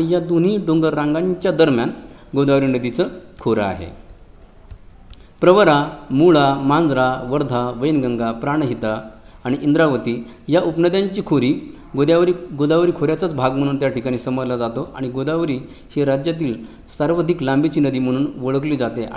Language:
Marathi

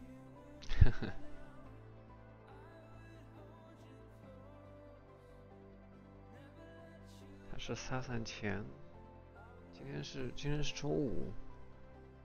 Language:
Chinese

